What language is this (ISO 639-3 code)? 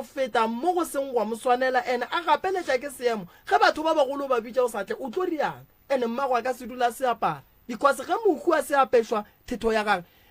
nso